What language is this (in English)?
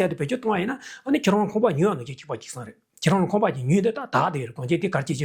Tibetan